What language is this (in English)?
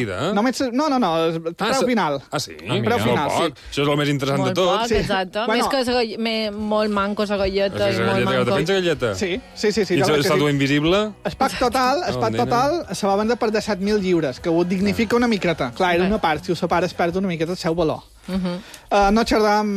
Catalan